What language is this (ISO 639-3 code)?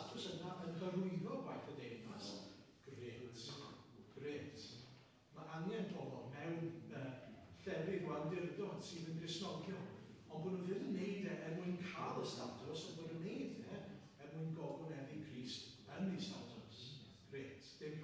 cym